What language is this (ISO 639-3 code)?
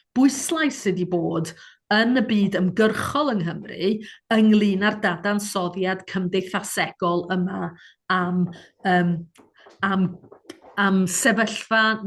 cym